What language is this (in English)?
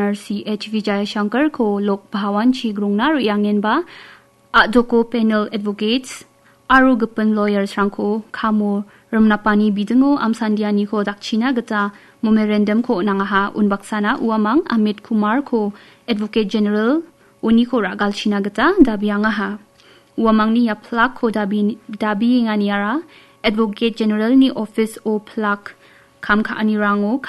Garo